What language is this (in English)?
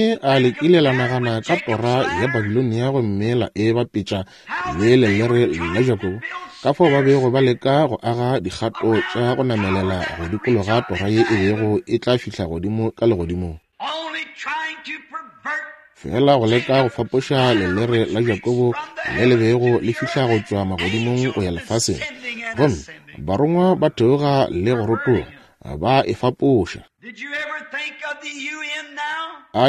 Northern Sotho